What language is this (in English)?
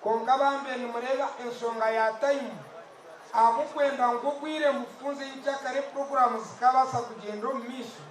Nyankole